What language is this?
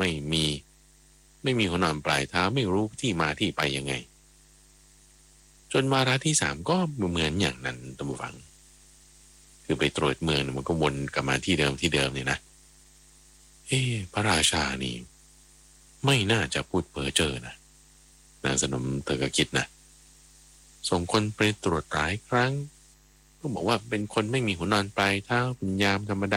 Thai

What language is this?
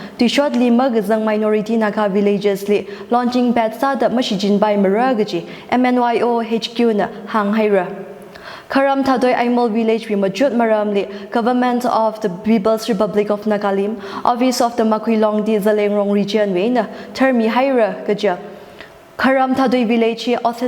Tangkhul Naga (India)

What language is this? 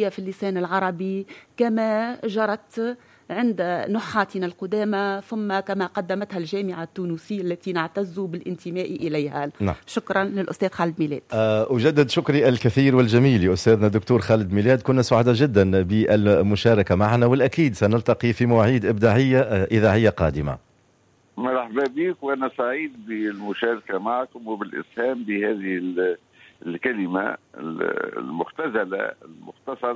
Tunisian Arabic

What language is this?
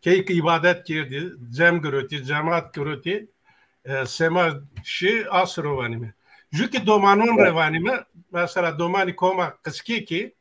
Zaza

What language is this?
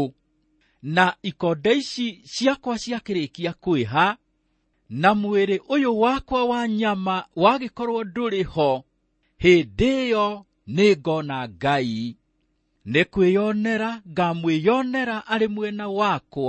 Kikuyu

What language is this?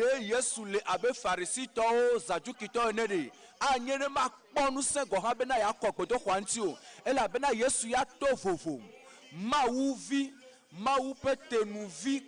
Ewe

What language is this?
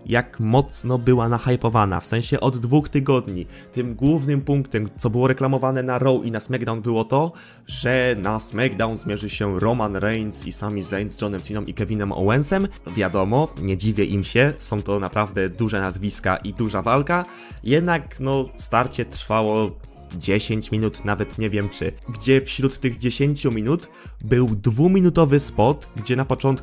Polish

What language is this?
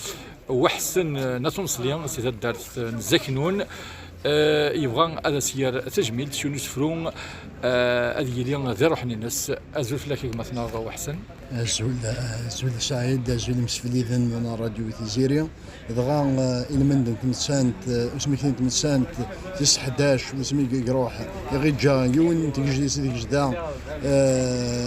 Kabyle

